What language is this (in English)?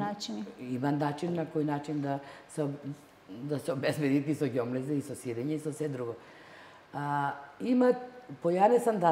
Macedonian